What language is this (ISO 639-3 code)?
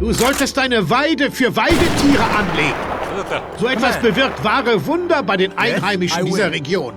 bar